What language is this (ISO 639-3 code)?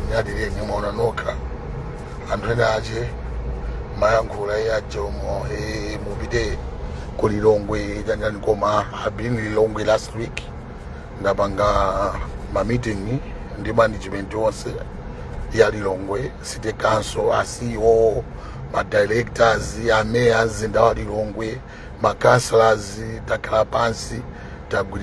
nya